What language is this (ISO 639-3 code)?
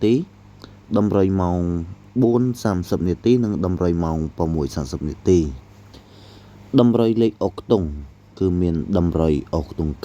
khm